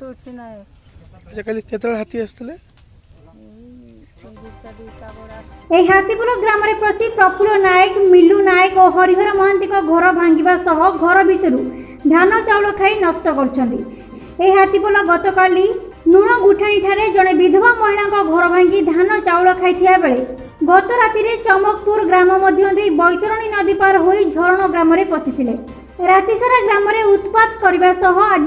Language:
Odia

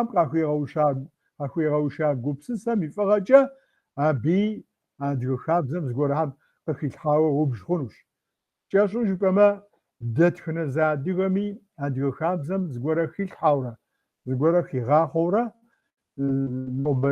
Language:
Kabardian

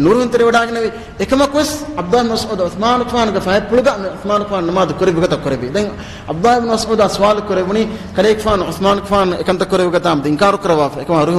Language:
Divehi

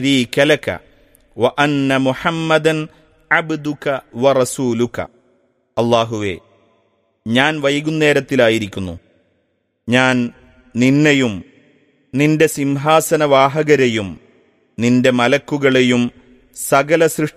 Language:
Malayalam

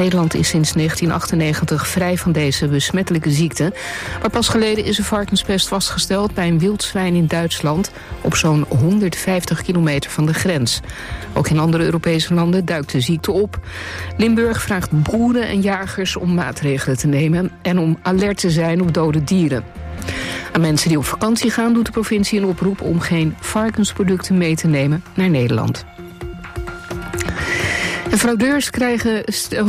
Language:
Dutch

